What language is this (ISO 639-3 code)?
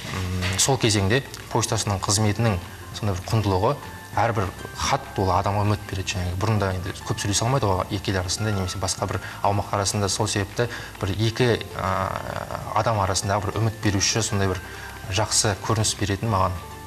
kaz